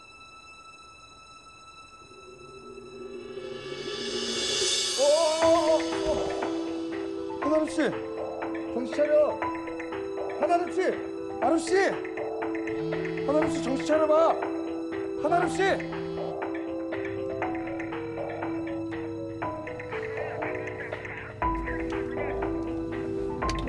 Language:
Korean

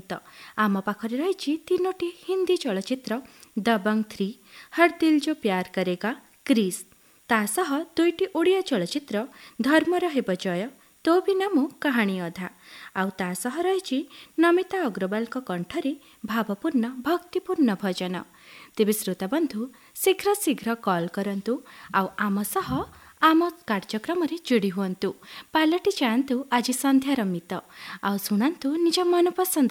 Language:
Odia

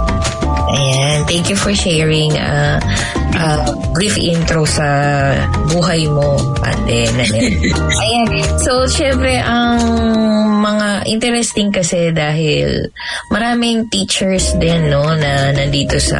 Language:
Filipino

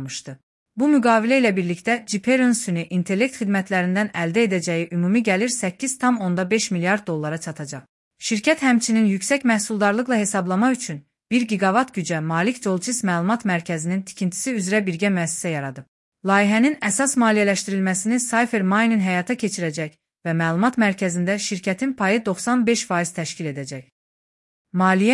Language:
Azerbaijani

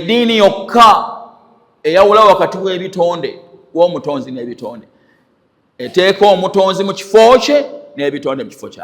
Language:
Ganda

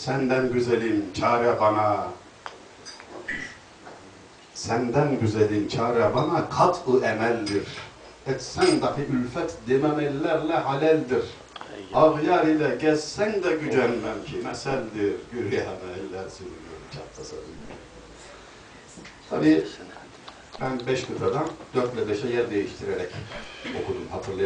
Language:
Turkish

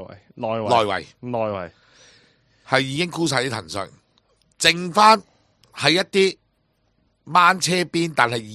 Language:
Cantonese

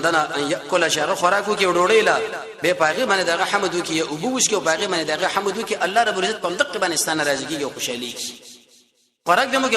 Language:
Pashto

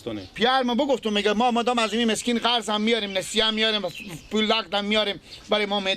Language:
Persian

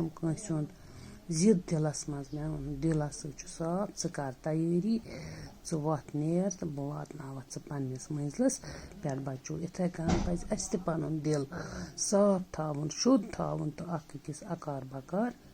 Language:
Kashmiri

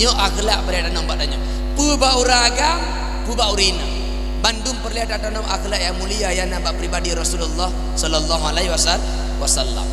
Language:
Achinese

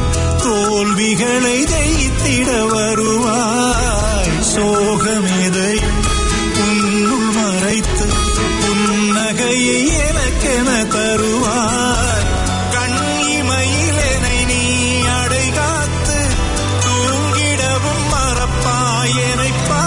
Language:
Tamil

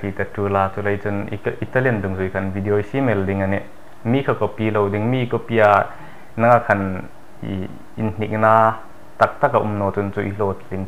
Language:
Hmar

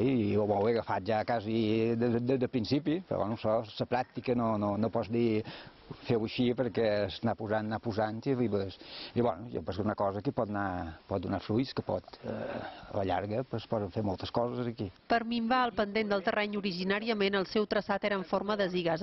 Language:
Catalan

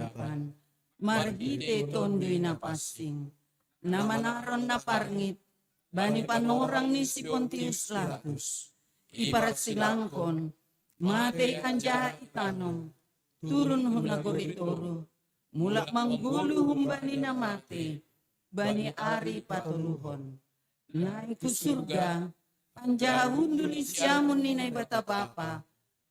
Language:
Batak Simalungun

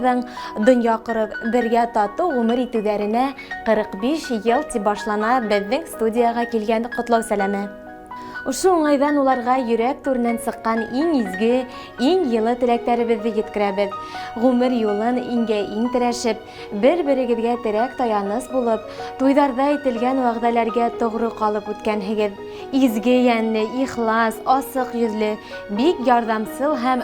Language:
Bashkir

